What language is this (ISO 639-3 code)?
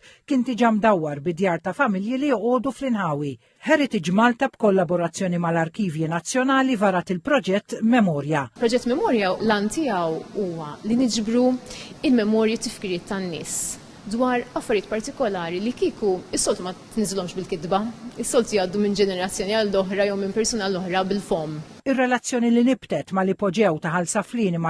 mlt